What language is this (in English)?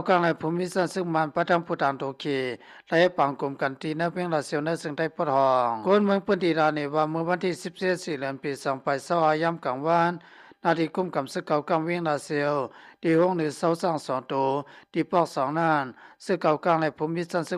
Shan